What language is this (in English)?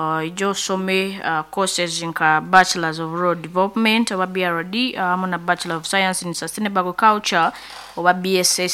Nyoro